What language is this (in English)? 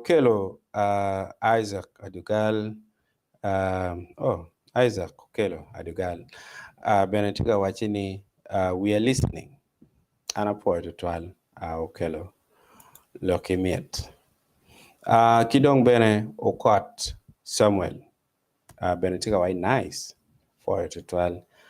Acoli